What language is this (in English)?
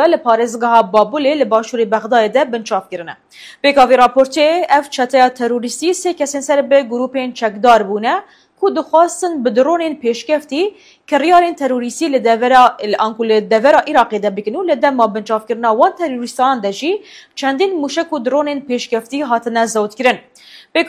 Kurdish